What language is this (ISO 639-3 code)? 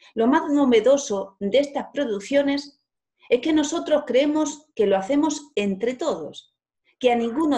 spa